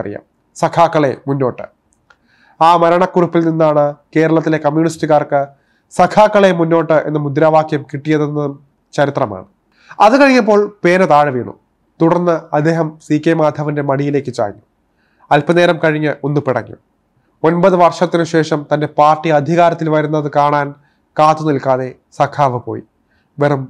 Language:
Malayalam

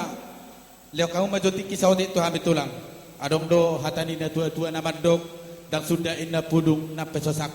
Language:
Batak Toba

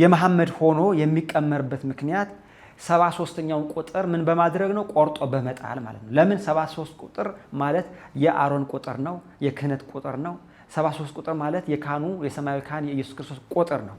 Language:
Amharic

